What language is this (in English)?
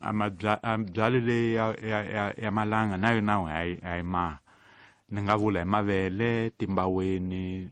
Tsonga